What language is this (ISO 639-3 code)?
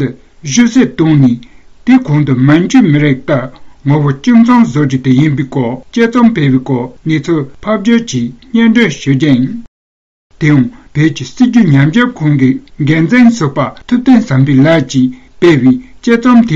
bod